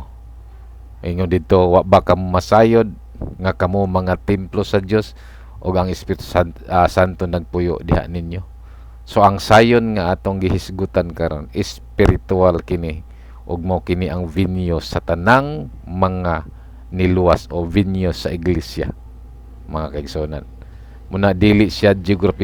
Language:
Cebuano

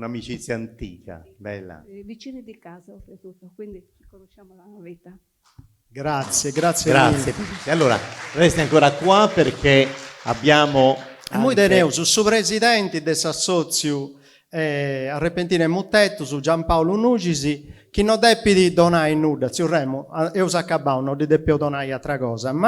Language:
Sardinian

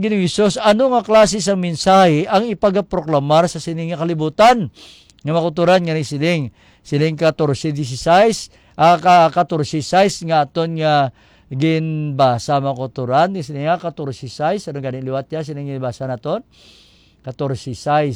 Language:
Hiligaynon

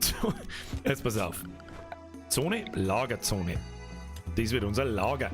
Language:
Bavarian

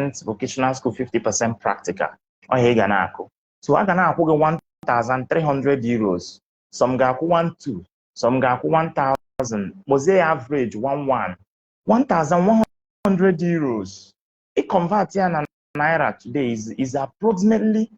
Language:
Igbo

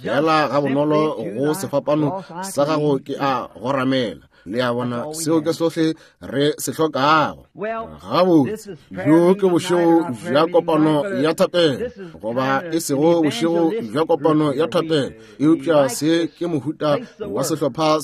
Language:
Northern Sotho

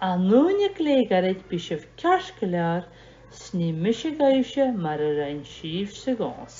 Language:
Scottish Gaelic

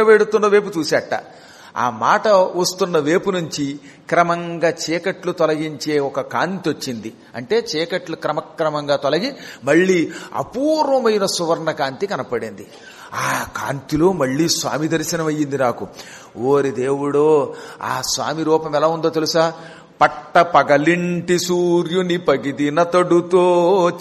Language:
Telugu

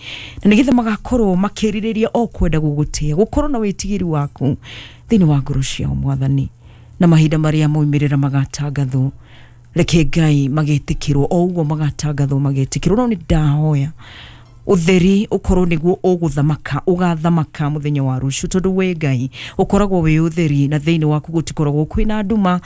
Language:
Kikuyu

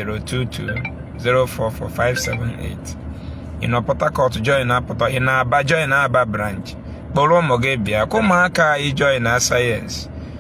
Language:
Igbo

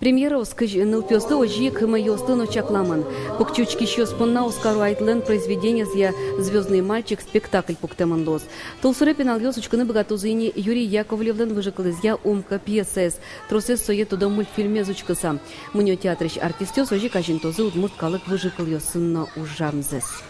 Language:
Udmurt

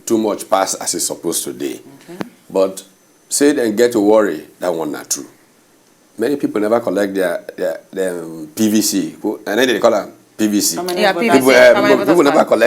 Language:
Nigerian Pidgin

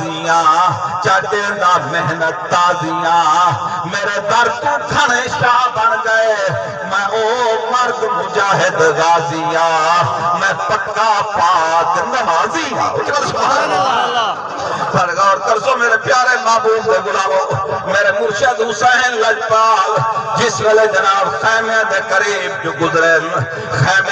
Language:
Saraiki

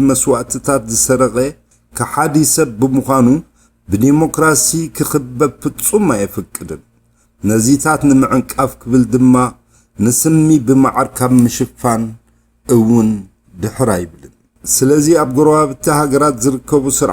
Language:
Tigrinya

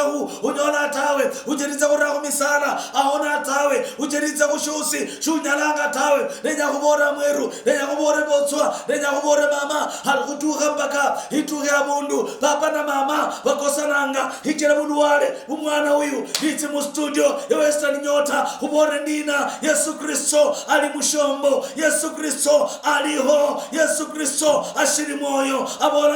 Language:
Luyia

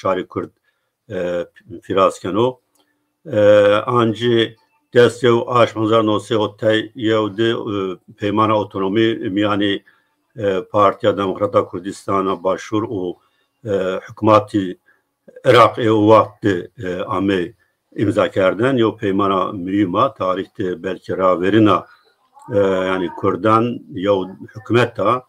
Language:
Zaza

